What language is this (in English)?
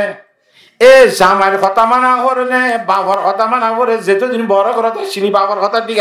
Rohingya